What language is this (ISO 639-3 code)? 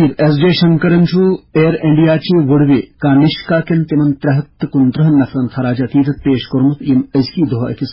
kas